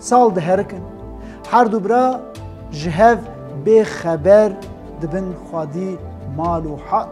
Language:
Kurdish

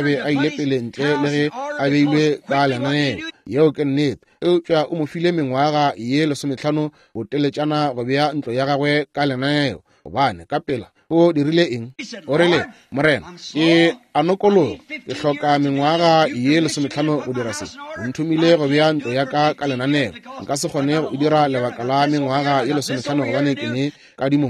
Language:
Northern Sotho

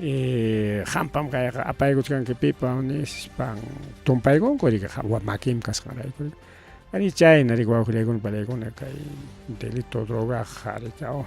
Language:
Ayacucho Quechua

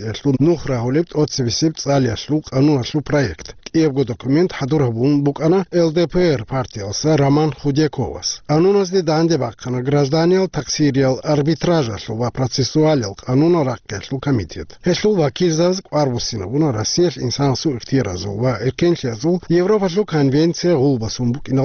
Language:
Avaric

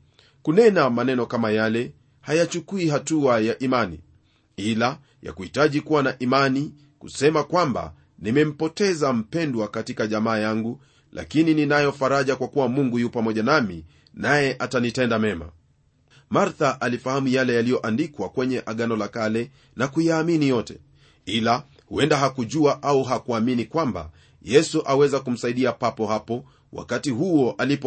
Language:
Swahili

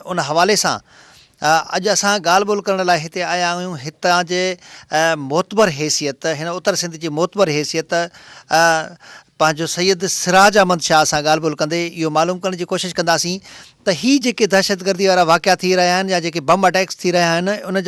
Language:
Sindhi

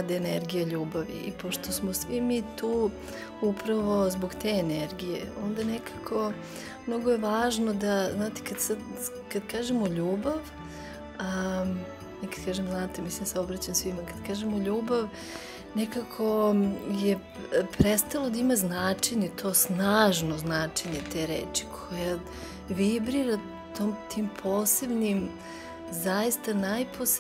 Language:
Serbian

